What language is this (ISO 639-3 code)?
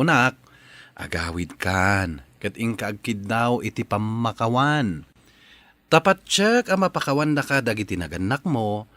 ilo